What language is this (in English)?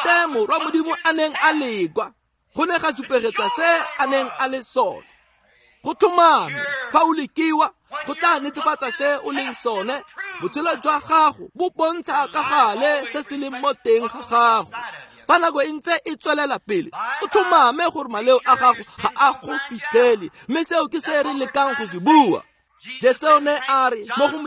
Tswana